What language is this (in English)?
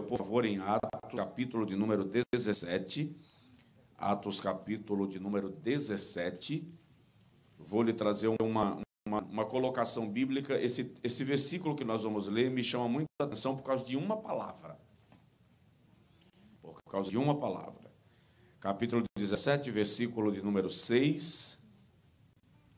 Portuguese